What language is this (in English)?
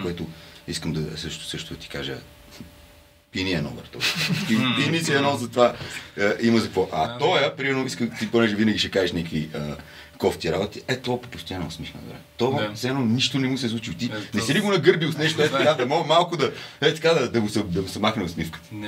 Bulgarian